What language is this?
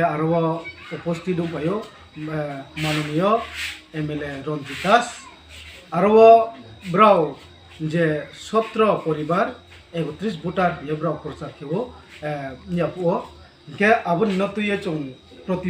Kok Borok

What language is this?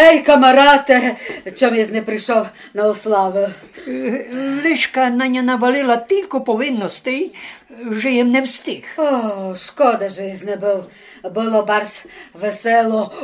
Rusyn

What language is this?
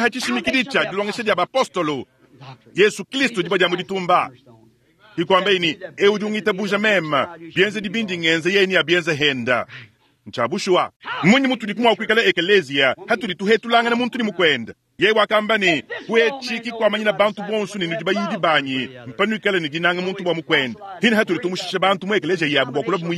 Luba-Lulua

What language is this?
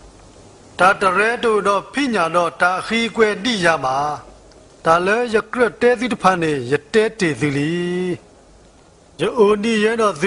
S'gaw Karen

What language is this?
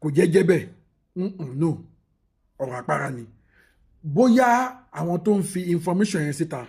Yoruba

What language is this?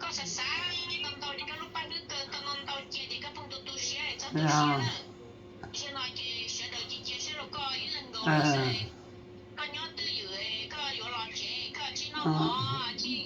Hmong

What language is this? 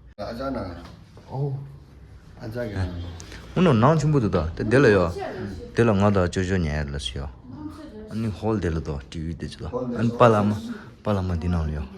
Tibetan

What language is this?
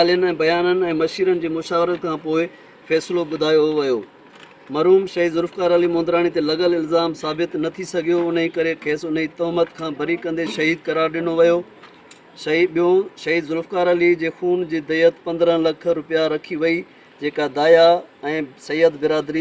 Sindhi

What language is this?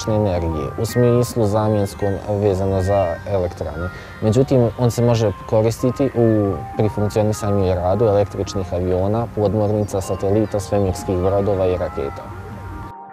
Bosnian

